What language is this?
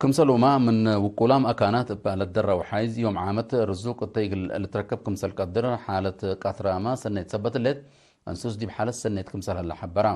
Tigre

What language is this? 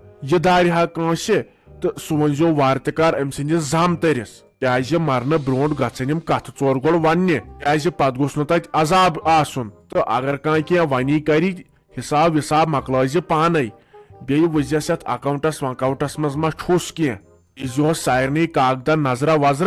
Kashmiri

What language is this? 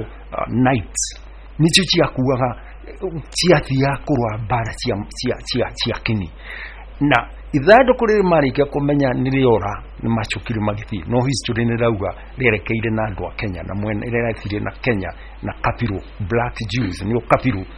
Kikuyu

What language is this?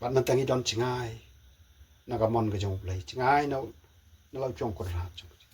Khasi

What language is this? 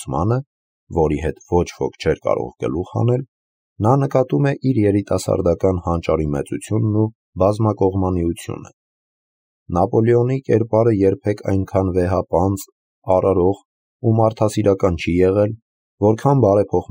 Armenian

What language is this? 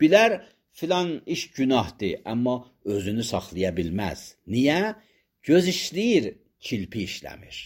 Azerbaijani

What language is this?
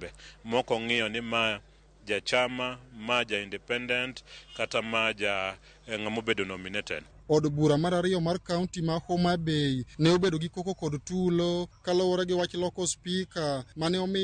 Luo (Kenya and Tanzania)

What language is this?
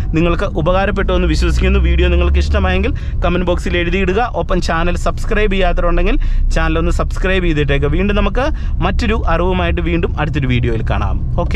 Malayalam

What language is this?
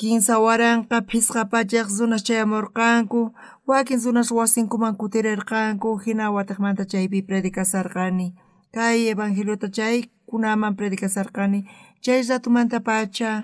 South Bolivian Quechua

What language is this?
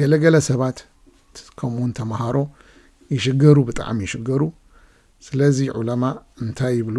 Tigrinya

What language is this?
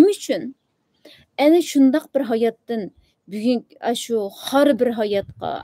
Uyghur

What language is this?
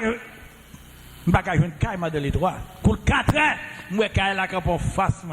Haitian Creole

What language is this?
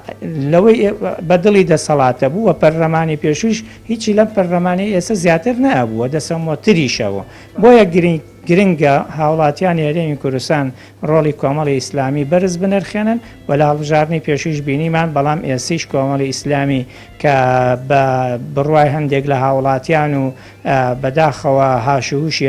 Central Kurdish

